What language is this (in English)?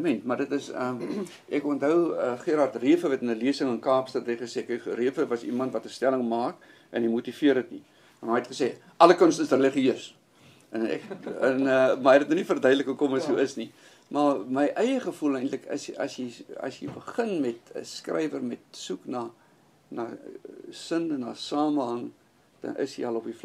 Afrikaans